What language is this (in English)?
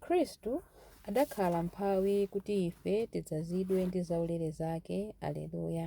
Nyanja